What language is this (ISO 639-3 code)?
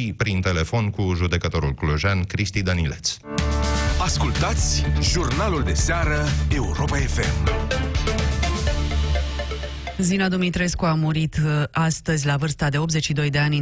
ron